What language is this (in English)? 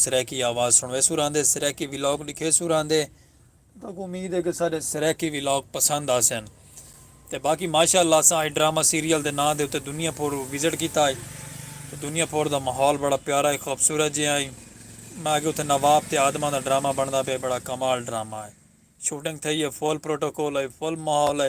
Saraiki